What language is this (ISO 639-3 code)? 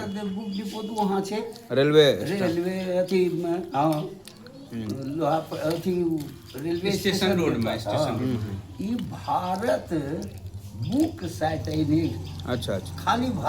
anp